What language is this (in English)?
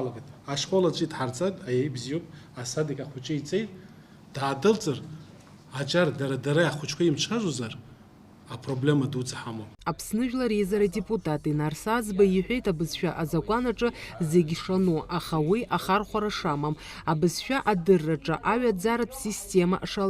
Abkhazian